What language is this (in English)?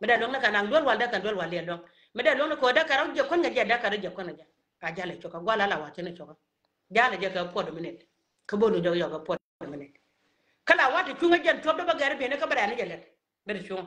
Nuer